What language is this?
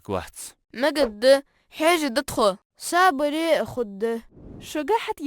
Ingush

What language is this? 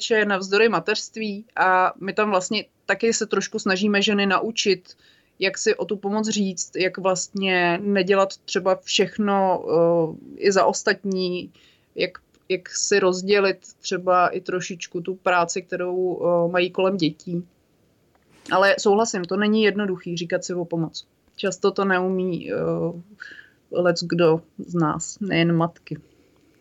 Czech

